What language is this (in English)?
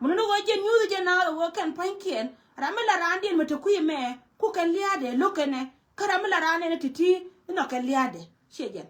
Nuer